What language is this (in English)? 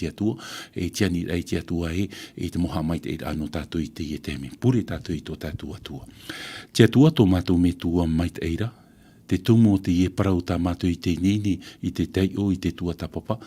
Tahitian